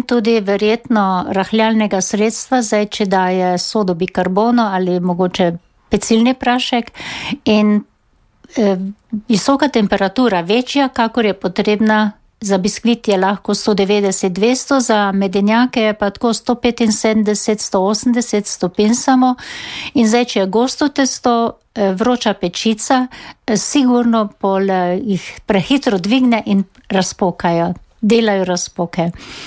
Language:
Slovenian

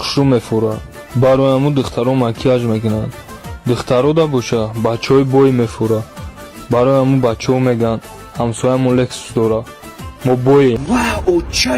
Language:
Tajik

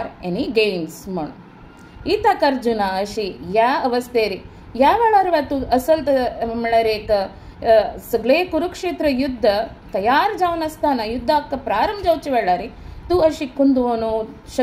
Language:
Konkani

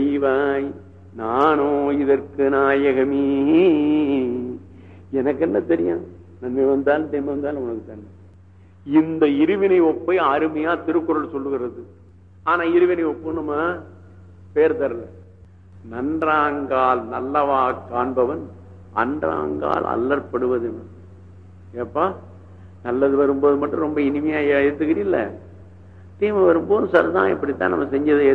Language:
Tamil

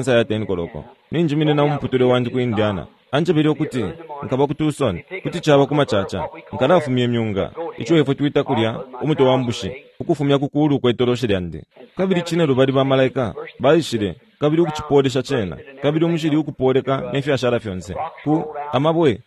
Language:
Bemba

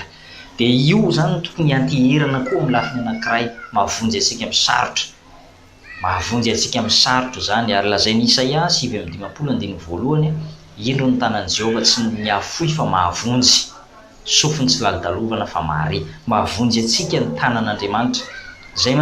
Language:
Malagasy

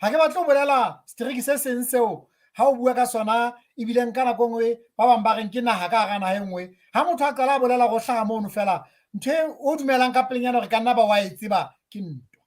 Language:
Southern Sotho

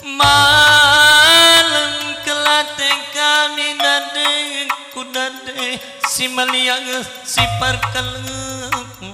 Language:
Batak Karo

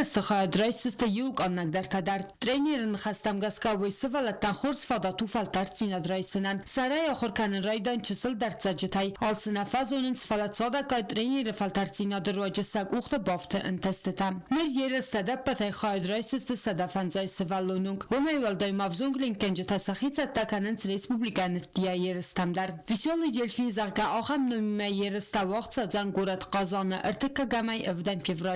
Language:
Ossetic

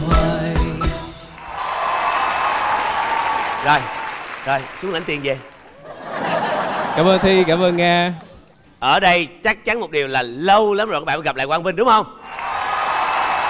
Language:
Vietnamese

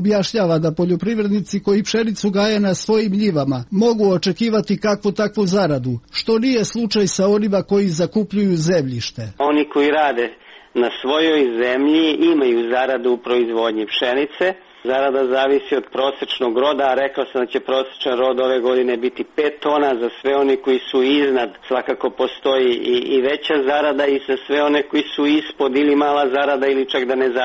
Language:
Serbian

